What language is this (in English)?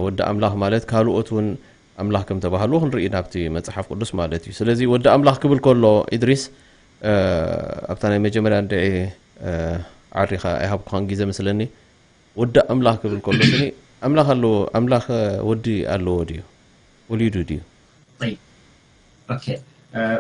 Tigrinya